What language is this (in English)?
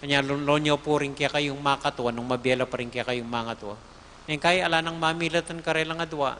Pampanga